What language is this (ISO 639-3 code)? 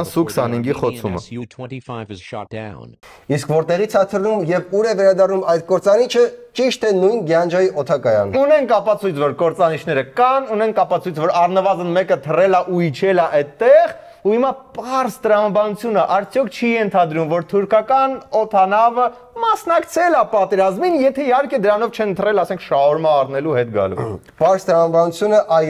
hye